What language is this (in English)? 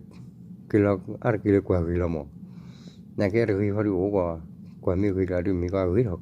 S'gaw Karen